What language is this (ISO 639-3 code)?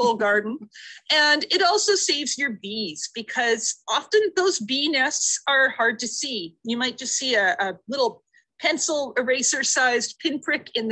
eng